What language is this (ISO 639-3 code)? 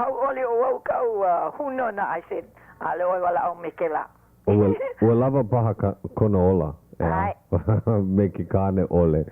haw